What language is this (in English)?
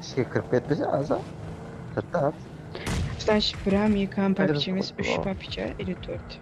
Kara-Kalpak